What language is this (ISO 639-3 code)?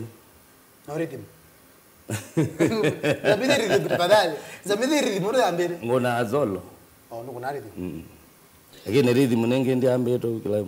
kam